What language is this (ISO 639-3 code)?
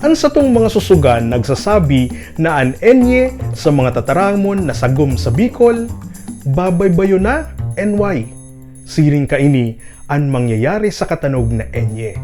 bik